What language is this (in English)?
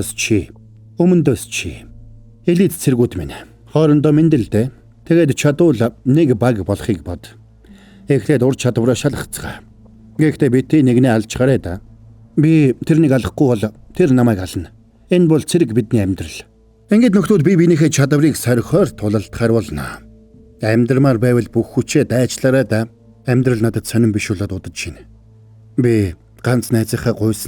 Mongolian